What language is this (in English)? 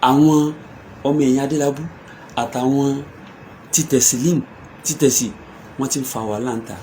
Yoruba